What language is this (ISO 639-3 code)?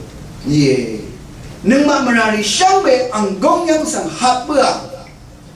raw